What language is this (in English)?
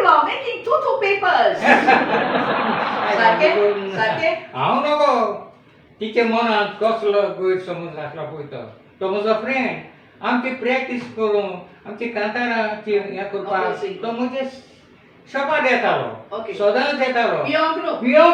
Konkani